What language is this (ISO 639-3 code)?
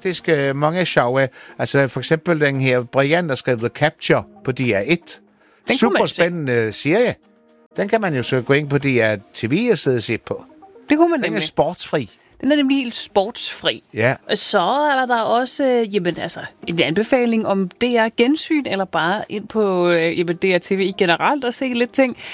dan